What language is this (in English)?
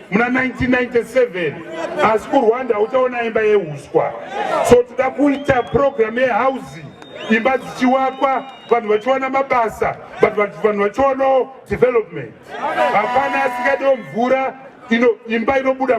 Shona